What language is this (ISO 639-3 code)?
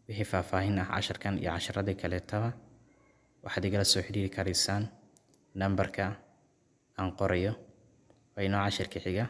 som